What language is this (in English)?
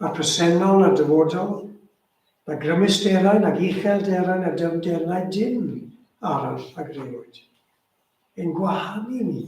Welsh